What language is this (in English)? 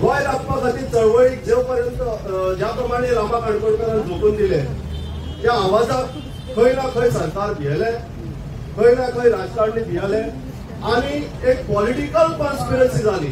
Konkani